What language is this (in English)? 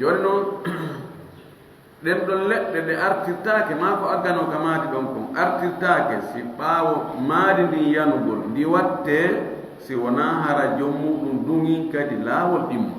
Fula